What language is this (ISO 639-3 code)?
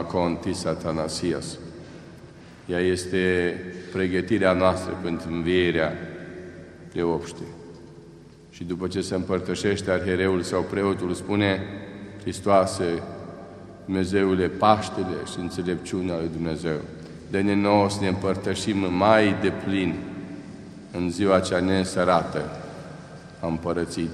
ron